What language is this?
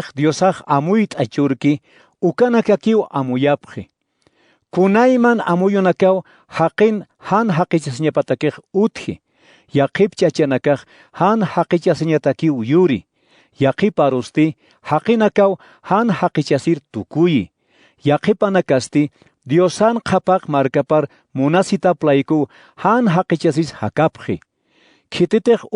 Aymara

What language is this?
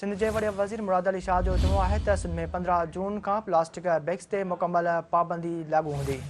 Sindhi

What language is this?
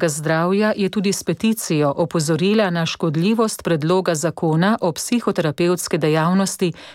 Slovenian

